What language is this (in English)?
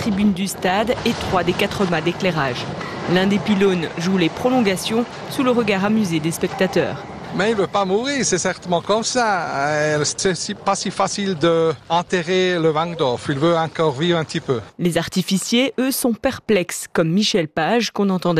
French